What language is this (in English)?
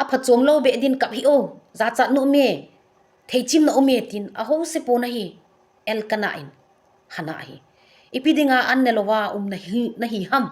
Thado Chin